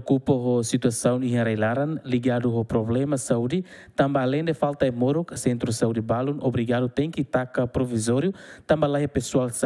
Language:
Tetum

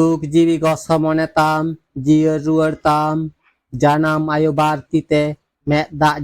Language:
Santali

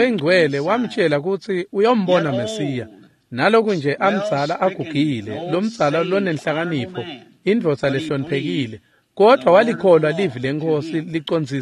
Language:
Swati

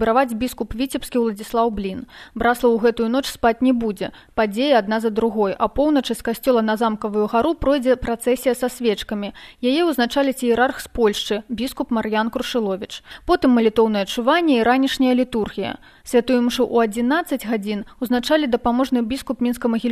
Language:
Belarusian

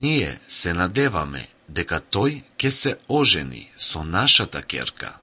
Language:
Macedonian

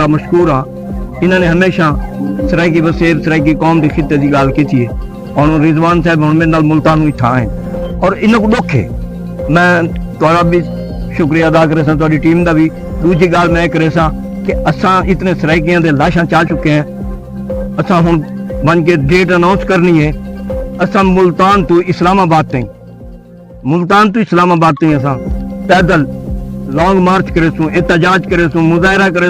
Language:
Saraiki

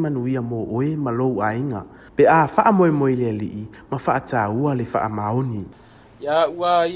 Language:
Samoan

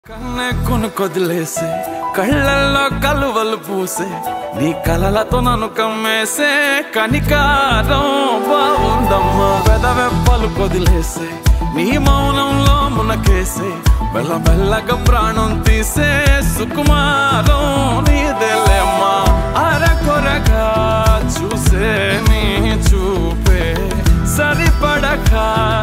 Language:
Telugu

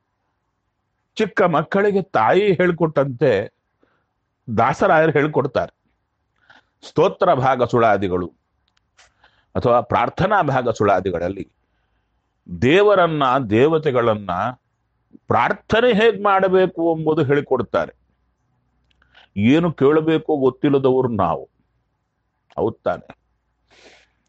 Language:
Kannada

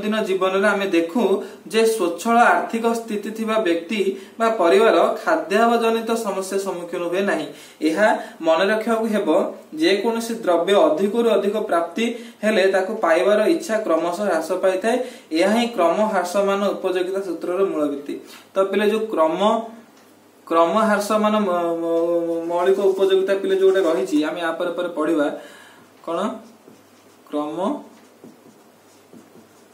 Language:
Odia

